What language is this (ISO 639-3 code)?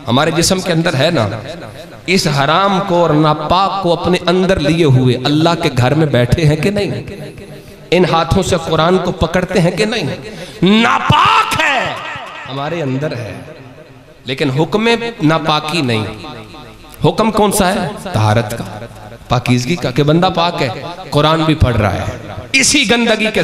urd